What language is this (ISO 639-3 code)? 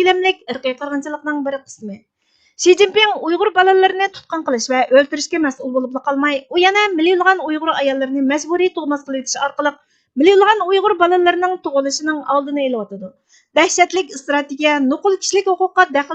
uig